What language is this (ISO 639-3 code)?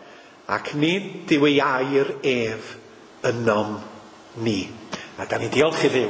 cym